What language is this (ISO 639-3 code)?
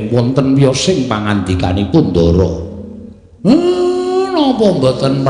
jav